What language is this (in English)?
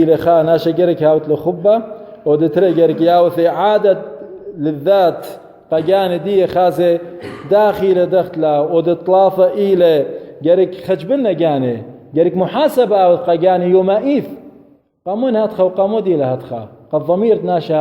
Assyrian Neo-Aramaic